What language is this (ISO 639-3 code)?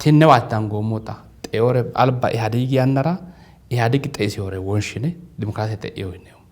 sid